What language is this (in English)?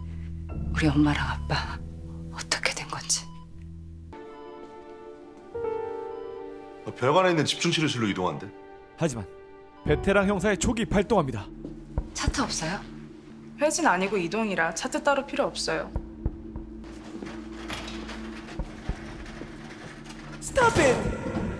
Korean